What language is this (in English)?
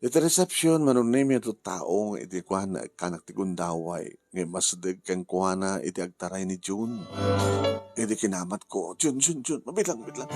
Iloko